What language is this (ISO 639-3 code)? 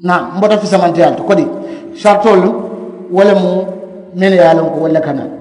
man